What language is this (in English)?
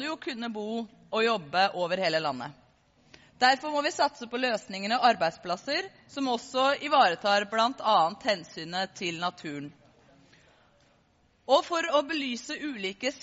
Norwegian